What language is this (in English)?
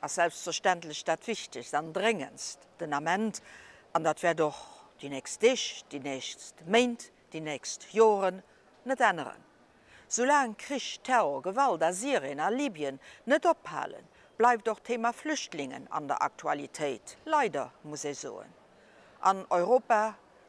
Luxembourgish